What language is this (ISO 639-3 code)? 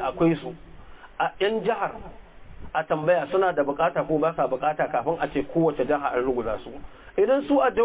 hau